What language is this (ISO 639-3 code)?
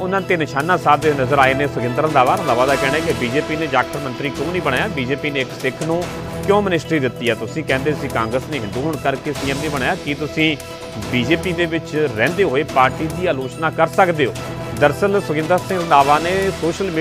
pan